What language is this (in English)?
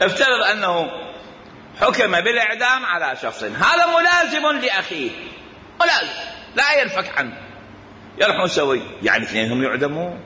Mesopotamian Arabic